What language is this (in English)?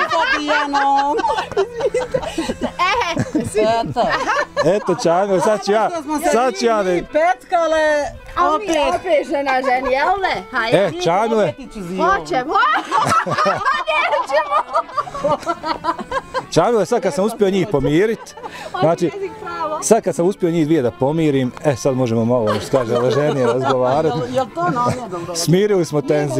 Bosnian